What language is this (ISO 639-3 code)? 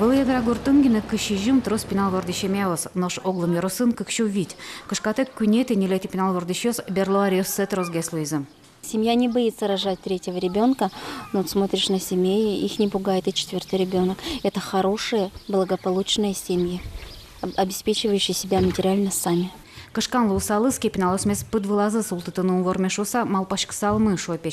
udm